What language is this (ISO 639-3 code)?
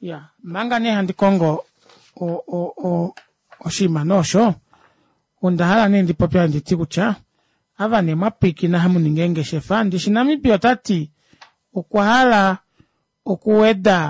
kua